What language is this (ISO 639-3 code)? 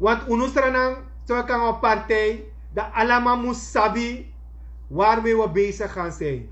srn